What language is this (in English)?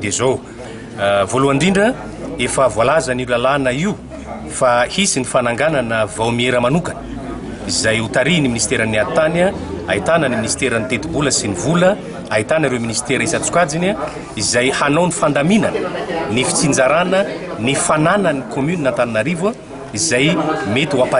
Malagasy